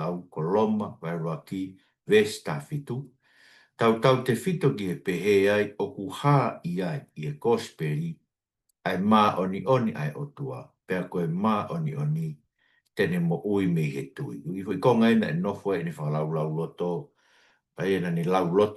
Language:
Tongan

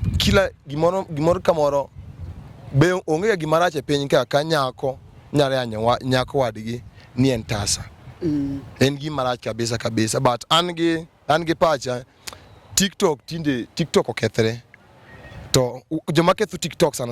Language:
Luo (Kenya and Tanzania)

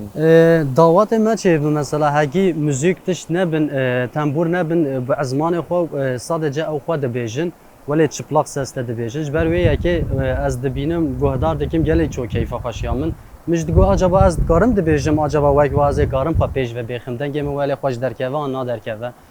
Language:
Kurdish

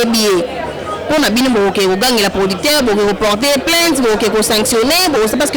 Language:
Lingala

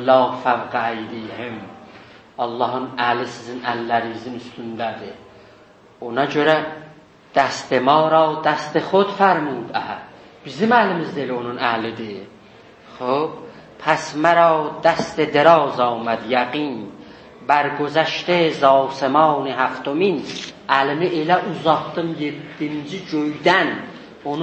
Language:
South Azerbaijani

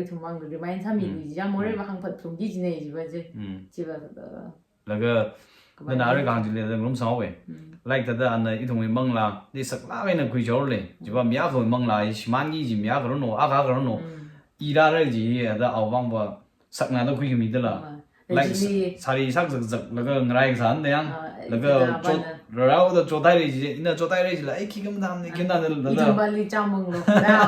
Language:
Tangkhul Naga (India)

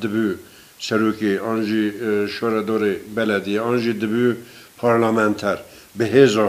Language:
Kurdish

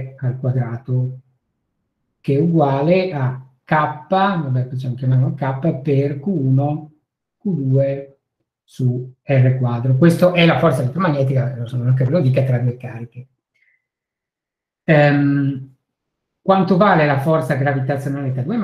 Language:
Italian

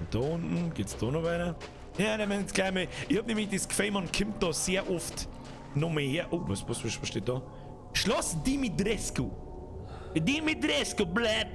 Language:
Bavarian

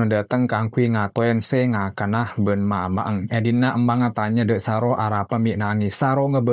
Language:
Madurese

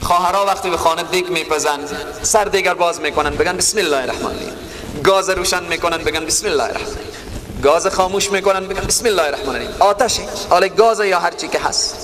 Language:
Persian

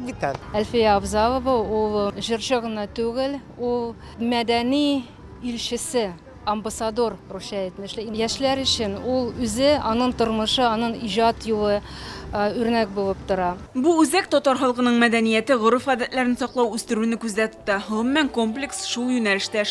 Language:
Tatar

